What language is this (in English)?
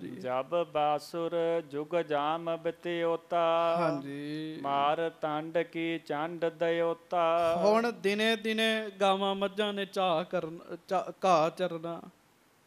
Punjabi